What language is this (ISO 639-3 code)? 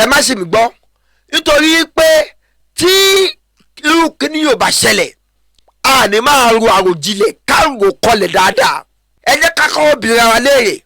yor